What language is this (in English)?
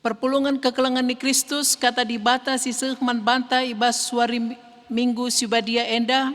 Batak Karo